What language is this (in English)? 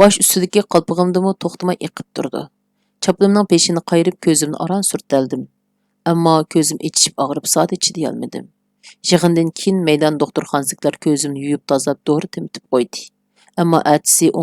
Uyghur